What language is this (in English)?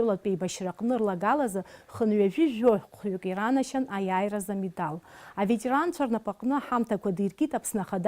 Abkhazian